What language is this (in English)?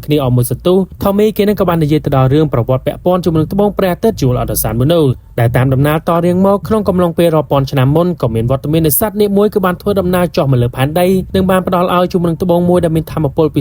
Khmer